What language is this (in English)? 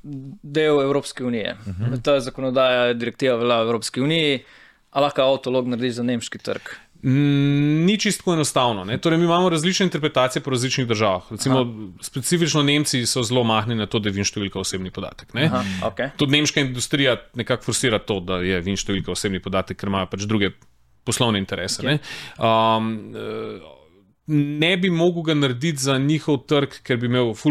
Slovenian